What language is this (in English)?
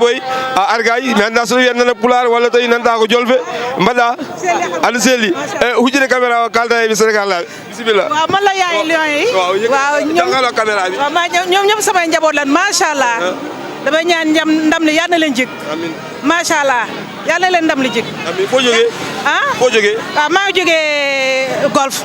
Fula